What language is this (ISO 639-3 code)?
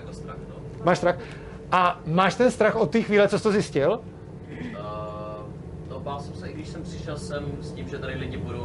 ces